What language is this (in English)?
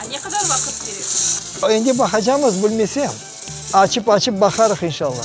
Crimean Tatar